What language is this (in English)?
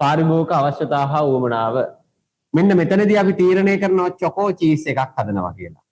Sinhala